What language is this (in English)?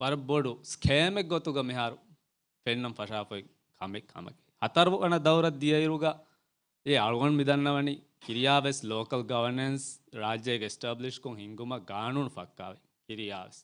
Divehi